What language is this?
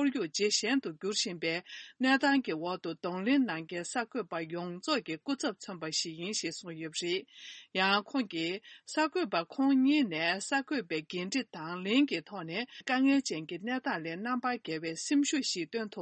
Tibetan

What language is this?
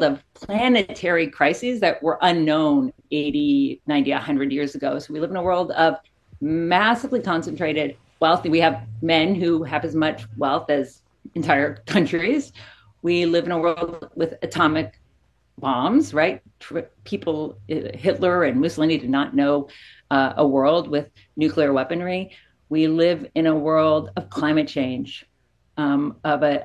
English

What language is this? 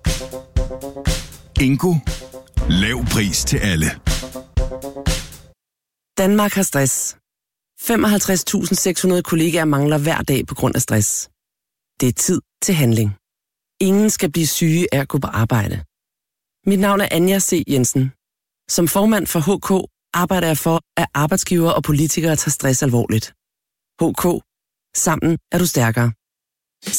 Danish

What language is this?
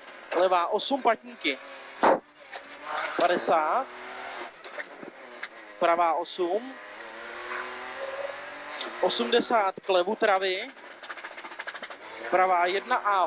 Czech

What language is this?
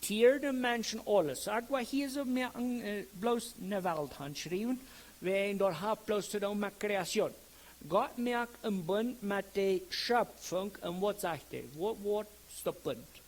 Plautdietsch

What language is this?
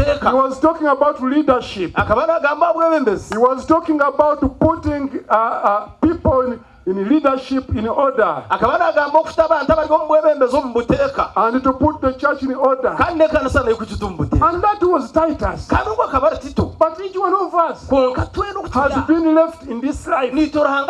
Nyankole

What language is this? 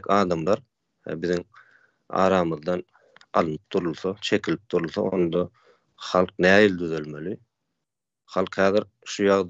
Turkmen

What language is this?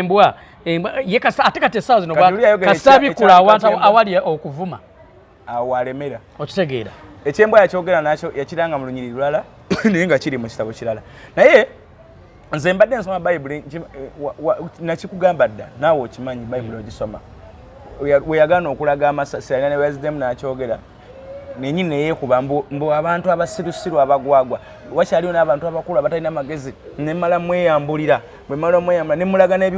Ganda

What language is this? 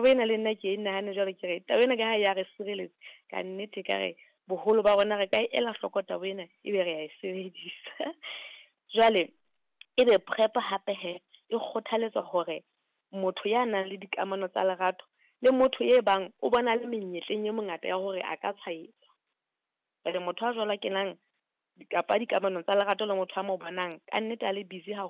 Southern Sotho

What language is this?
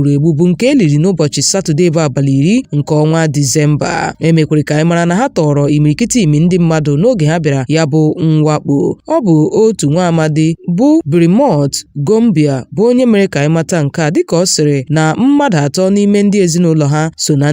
Igbo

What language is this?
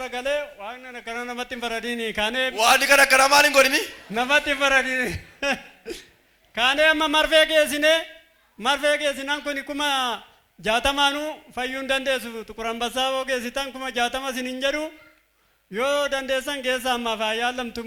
Oromo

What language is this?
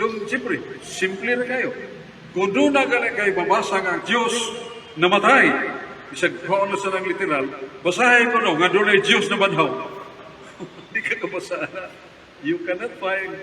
Cebuano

